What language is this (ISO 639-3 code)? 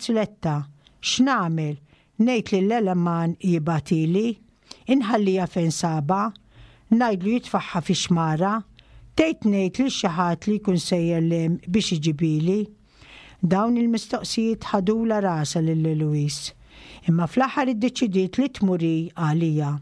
mlt